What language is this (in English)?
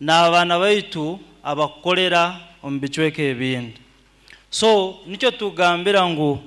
Nyoro